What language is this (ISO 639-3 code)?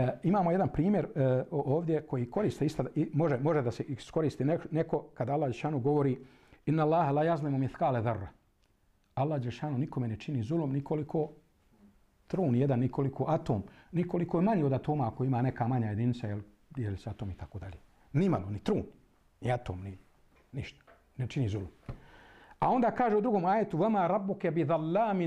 bos